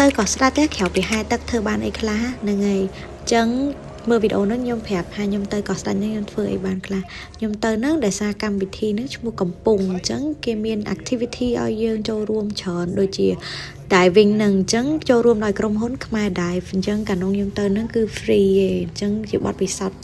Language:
Khmer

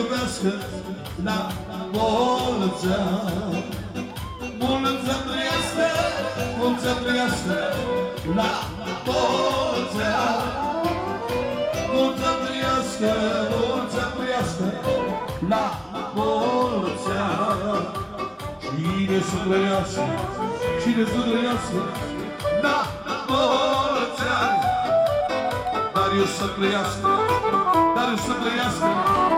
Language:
Romanian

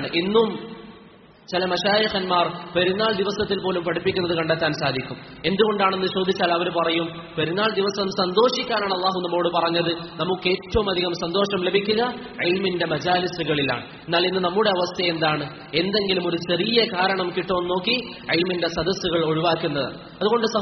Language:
Malayalam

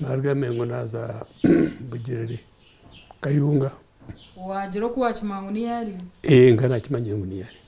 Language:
Nyankole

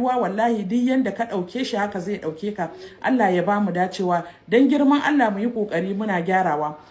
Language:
Hausa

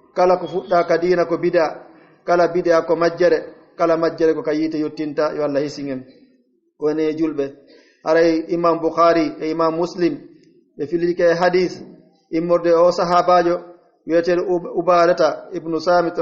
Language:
Pular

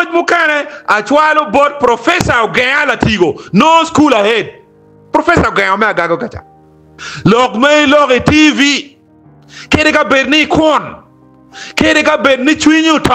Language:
Acoli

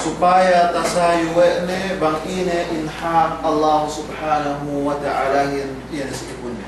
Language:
Yakan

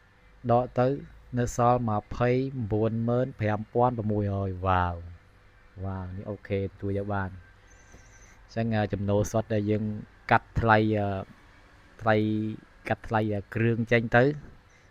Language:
Khmer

